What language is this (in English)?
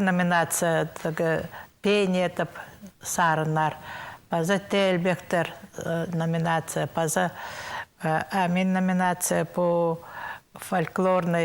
Khakas